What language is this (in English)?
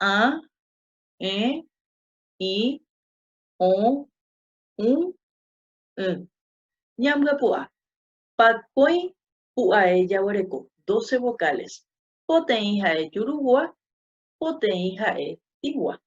Guarani